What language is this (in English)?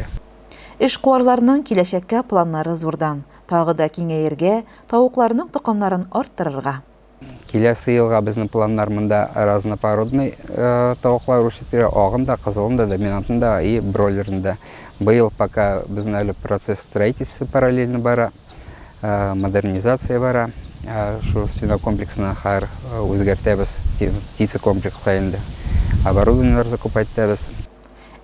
Tatar